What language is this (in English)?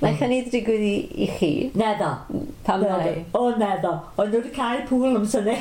Welsh